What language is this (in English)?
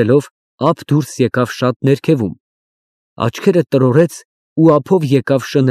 Armenian